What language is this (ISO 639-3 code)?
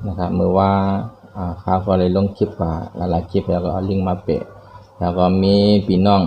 shn